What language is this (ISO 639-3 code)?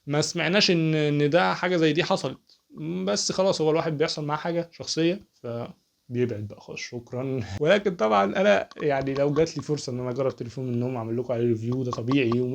arz